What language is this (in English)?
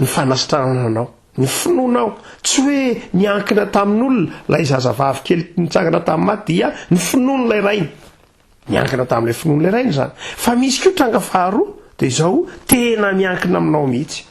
Malagasy